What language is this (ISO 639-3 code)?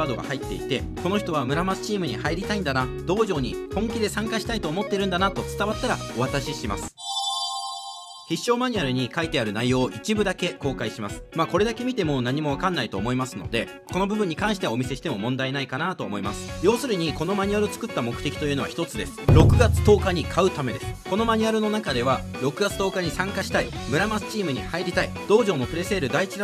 jpn